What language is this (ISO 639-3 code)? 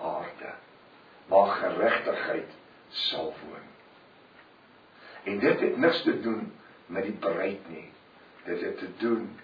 afr